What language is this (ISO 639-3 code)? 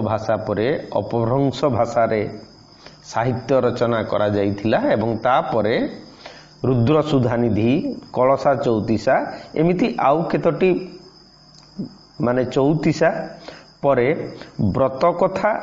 ori